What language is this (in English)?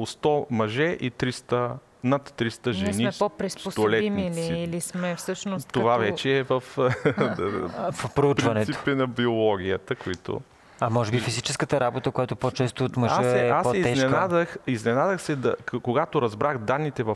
Bulgarian